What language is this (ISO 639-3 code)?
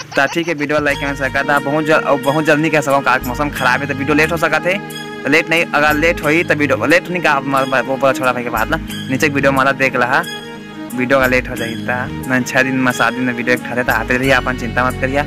hne